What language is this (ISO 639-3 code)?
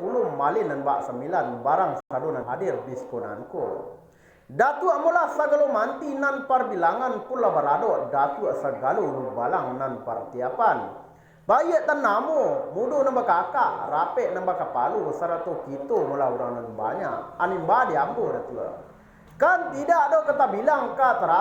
min